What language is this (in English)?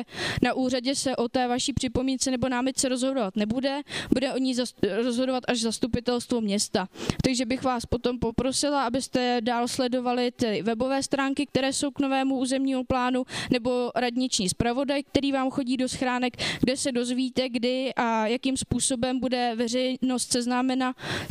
Czech